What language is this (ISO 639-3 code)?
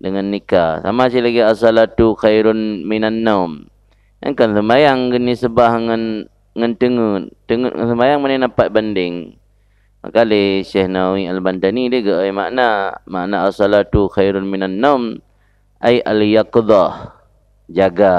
ace